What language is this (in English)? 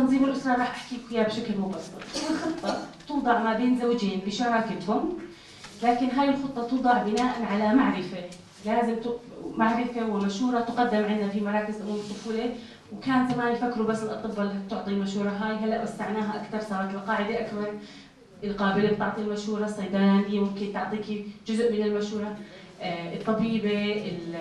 North Levantine Arabic